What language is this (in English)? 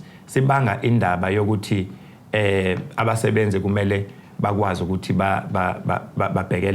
Zulu